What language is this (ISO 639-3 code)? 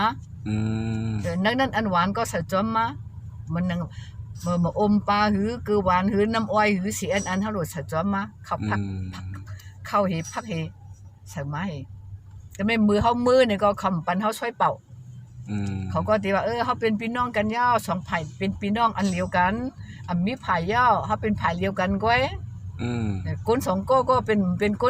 shn